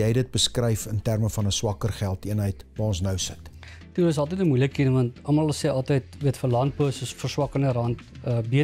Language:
Afrikaans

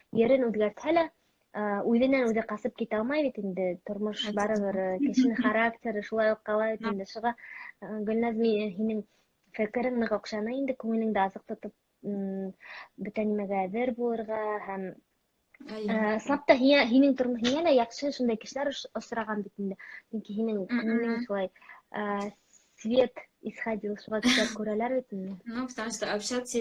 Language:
Bashkir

